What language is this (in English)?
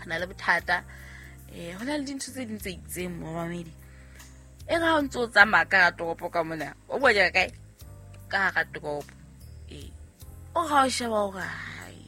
Southern Sotho